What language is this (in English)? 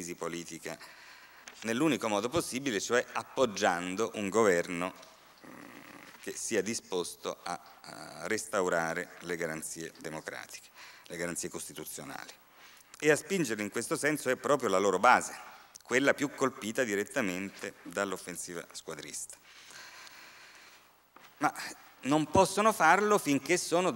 Italian